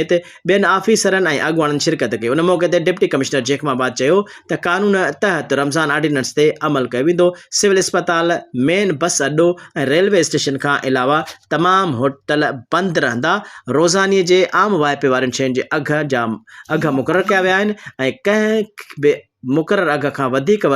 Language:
Sindhi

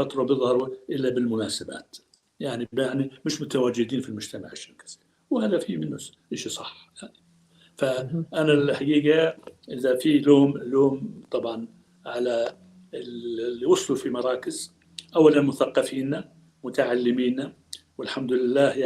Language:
North Levantine Arabic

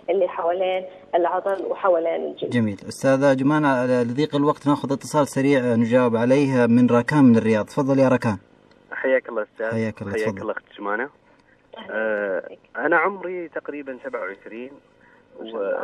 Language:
Najdi Arabic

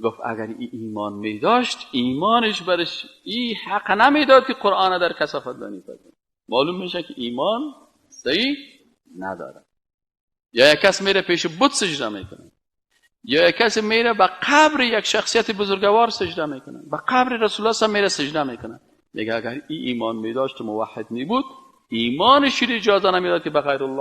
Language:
Persian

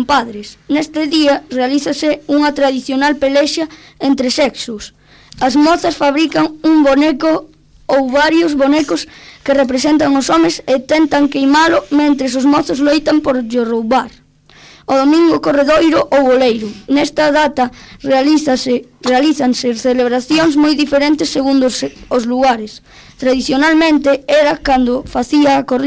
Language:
Galician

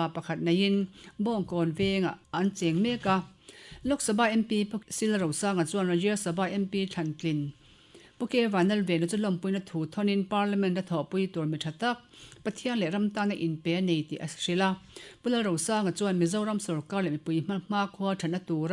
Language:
Mizo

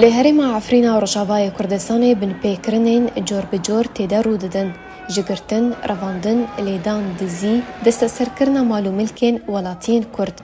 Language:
Kurdish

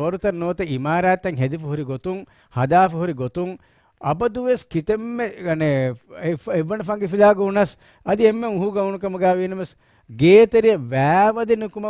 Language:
Divehi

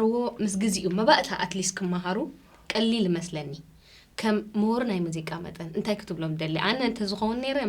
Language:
Tigrinya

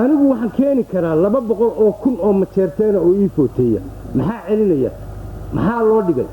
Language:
Somali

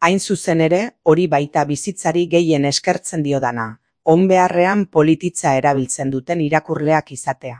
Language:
Basque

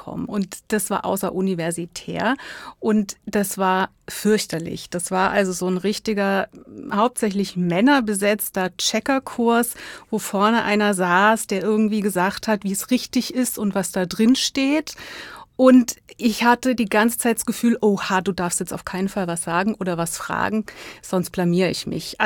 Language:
German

